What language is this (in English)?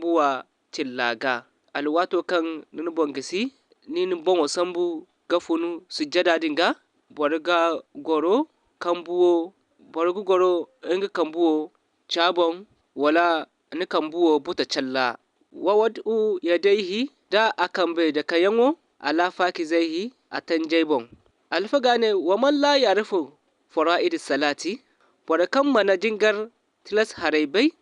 Zarma